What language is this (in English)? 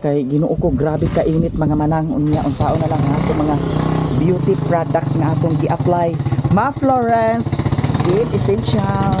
Cebuano